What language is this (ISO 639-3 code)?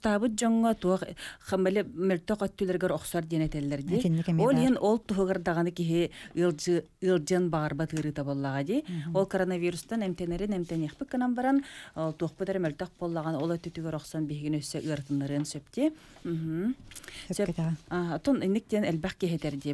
sah